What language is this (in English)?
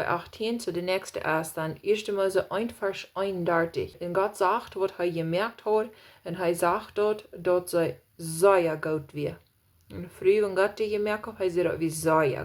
Plautdietsch